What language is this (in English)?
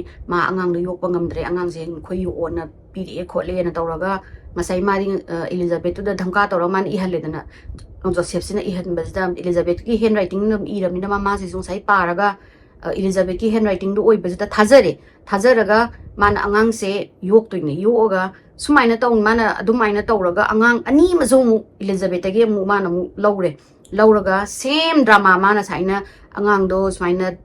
Manipuri